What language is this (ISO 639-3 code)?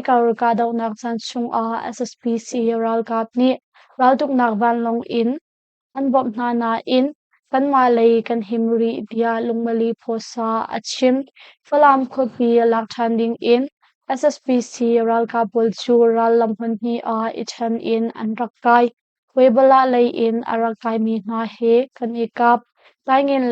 cnh